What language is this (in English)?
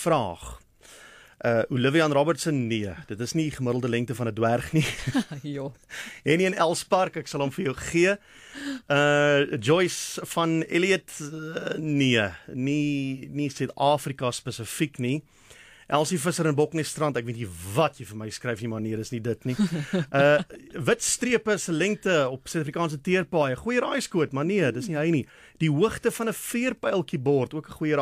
Afrikaans